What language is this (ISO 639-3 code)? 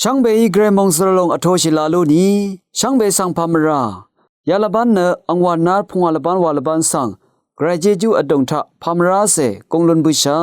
raw